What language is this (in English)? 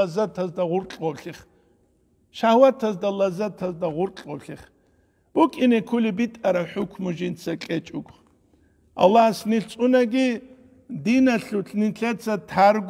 Avaric